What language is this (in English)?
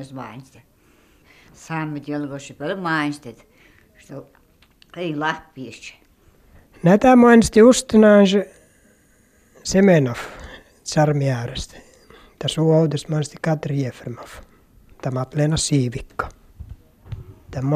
Finnish